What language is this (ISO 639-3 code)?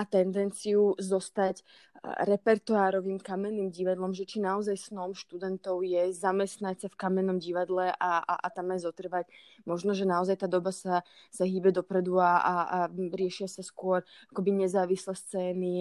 slk